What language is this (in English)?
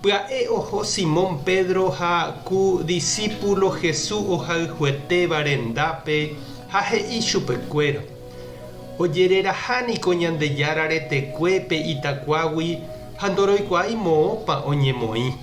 Guarani